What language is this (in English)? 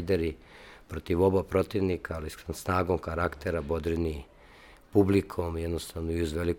Serbian